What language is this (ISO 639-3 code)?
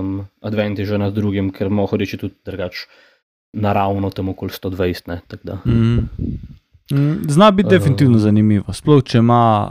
slv